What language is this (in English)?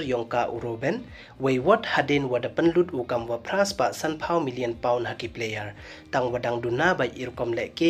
Pnar